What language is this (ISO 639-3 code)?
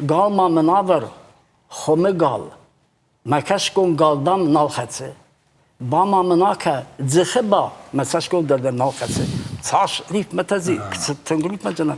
oss